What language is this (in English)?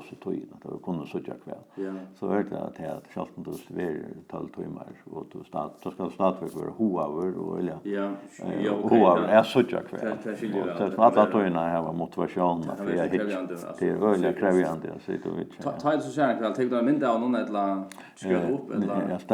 Faroese